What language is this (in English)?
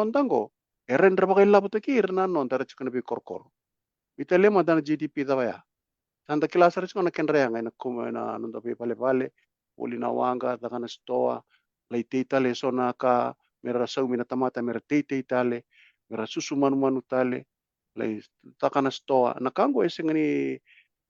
Fijian